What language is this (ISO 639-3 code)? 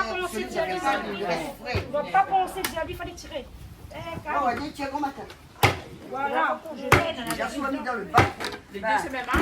rcf